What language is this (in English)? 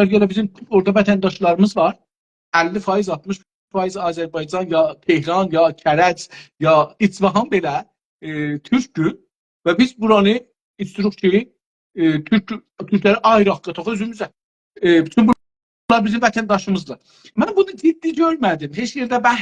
South Azerbaijani